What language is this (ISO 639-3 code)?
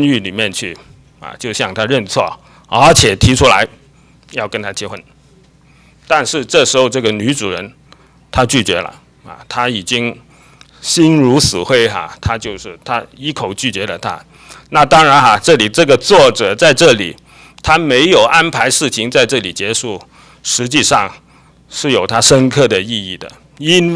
zho